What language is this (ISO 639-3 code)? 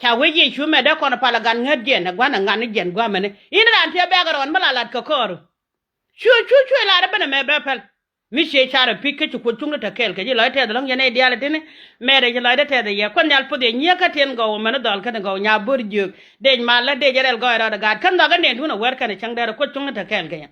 nus